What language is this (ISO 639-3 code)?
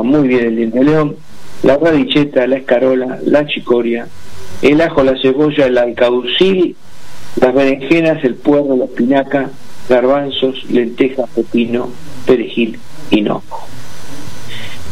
spa